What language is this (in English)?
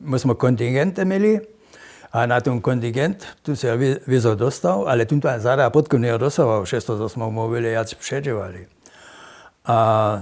Upper Sorbian